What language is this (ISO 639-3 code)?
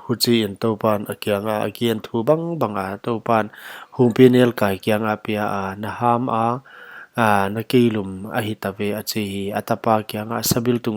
pck